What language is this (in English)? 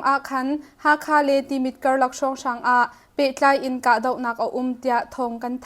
Hakha Chin